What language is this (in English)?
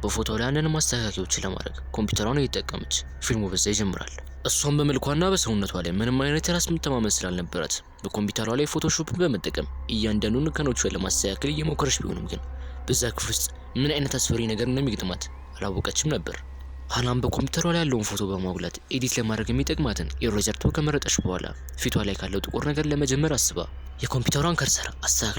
Amharic